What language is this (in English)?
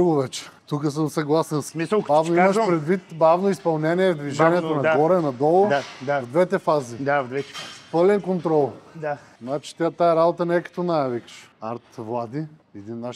Bulgarian